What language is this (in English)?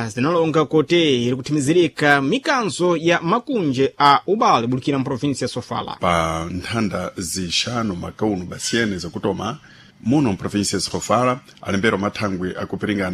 Sena